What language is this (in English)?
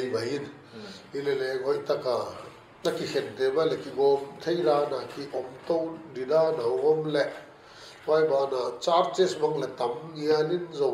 Paite Chin